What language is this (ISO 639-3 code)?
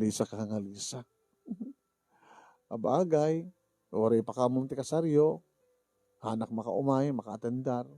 ilo